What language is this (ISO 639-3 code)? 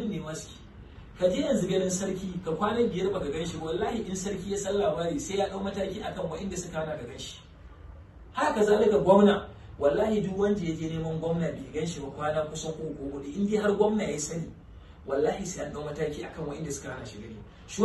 hau